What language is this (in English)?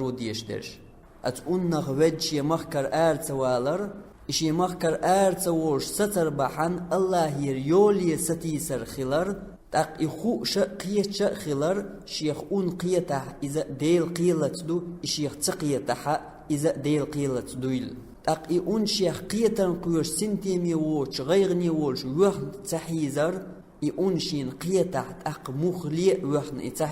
Chechen